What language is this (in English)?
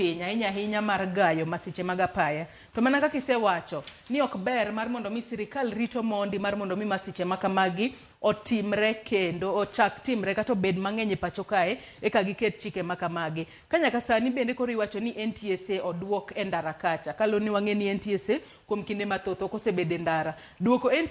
Luo (Kenya and Tanzania)